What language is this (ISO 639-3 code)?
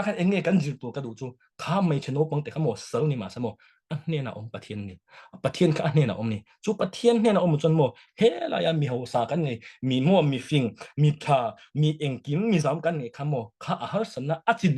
lus